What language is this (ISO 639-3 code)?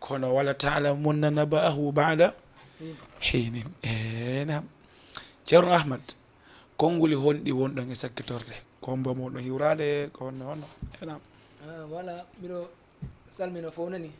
ful